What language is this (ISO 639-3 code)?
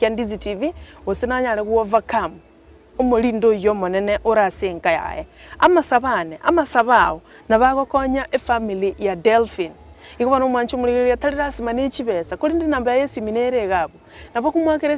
guz